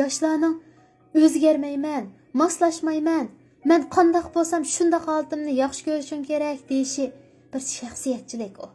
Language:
Uyghur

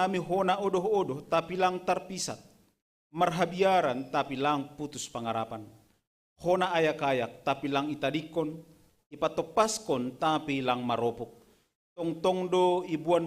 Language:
Batak Simalungun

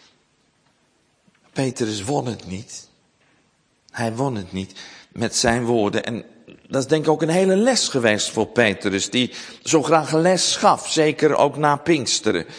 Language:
Dutch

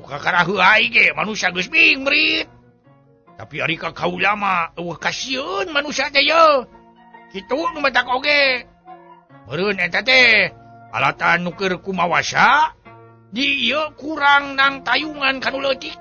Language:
Sundanese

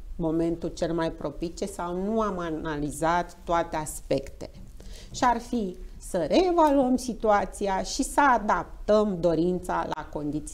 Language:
Romanian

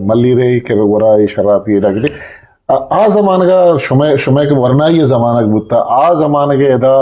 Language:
Eastern Balochi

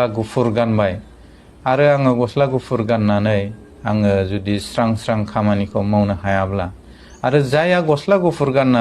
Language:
Bodo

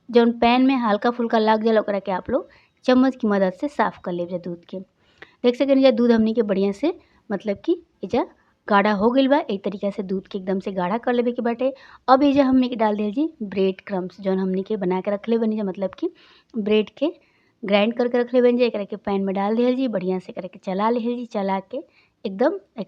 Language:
Bhojpuri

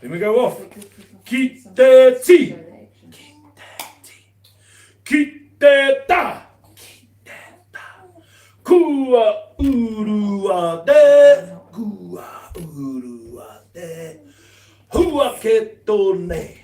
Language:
Māori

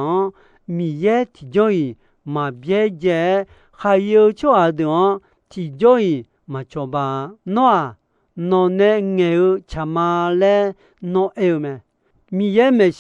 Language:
Akha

